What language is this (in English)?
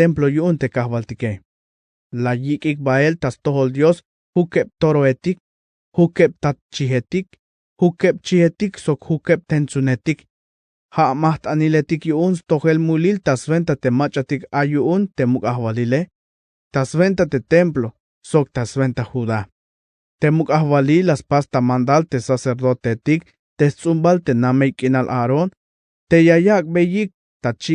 Tzeltal